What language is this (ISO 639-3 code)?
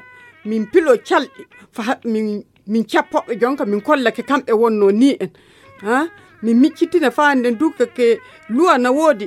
ful